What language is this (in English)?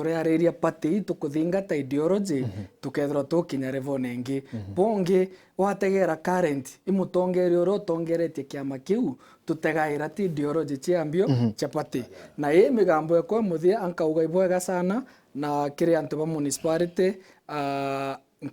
Meru